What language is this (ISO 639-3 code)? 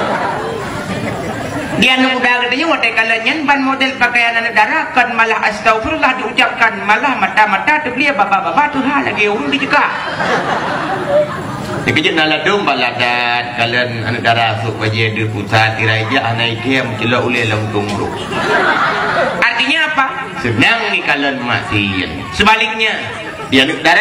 msa